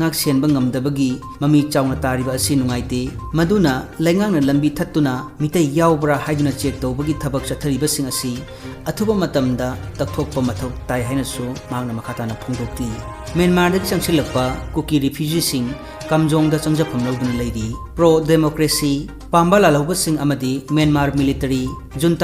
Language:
Manipuri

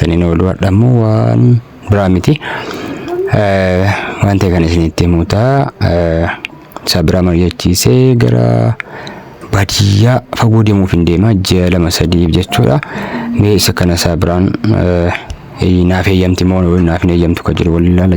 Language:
Oromo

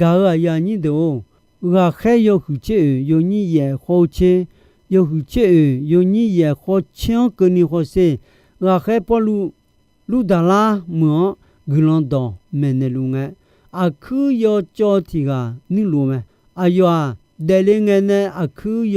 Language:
Akha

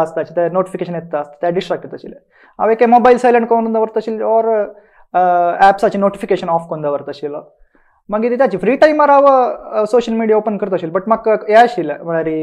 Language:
Konkani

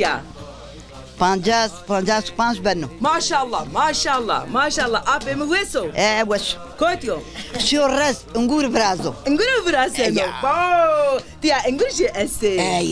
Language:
Zaza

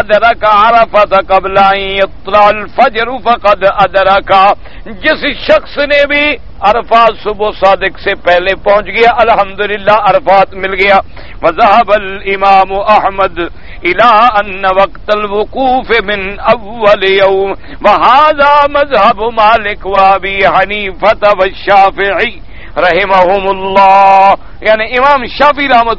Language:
Urdu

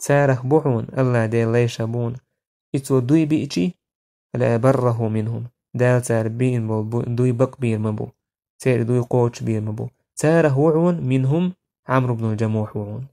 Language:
Chechen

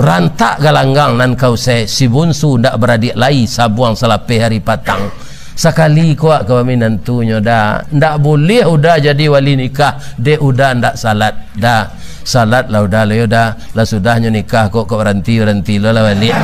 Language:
Minangkabau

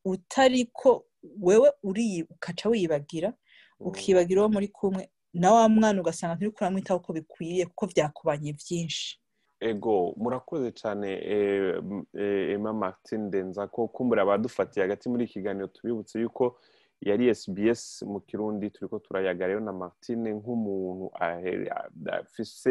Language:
Rundi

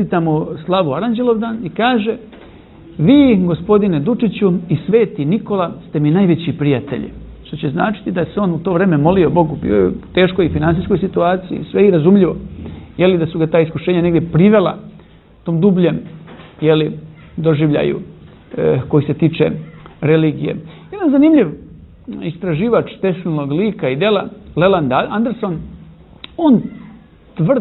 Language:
Serbian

